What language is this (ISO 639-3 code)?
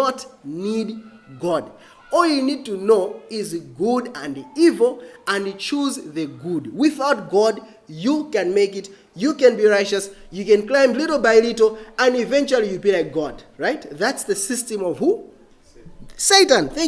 eng